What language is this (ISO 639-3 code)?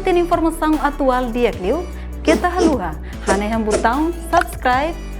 tet